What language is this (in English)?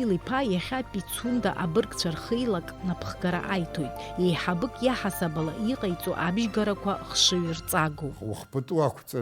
Abkhazian